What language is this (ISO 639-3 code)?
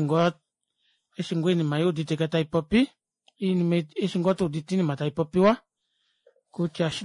kua